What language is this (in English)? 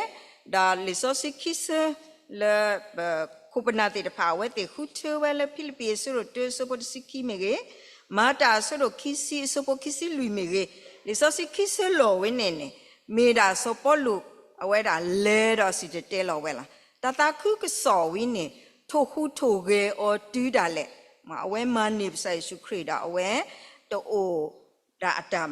S'gaw Karen